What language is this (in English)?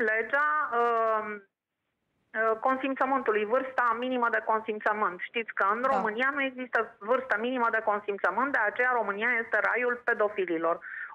Romanian